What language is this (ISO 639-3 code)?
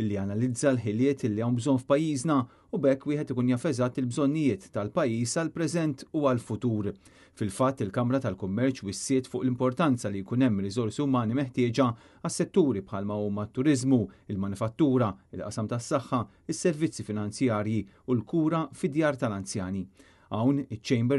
mlt